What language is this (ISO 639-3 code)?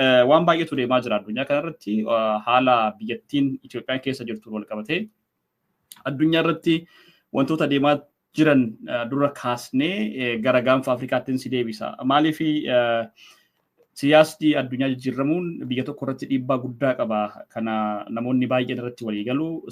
orm